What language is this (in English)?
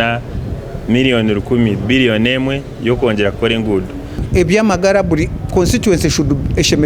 Nyankole